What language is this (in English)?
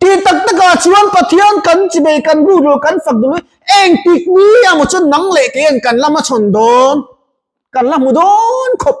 Mizo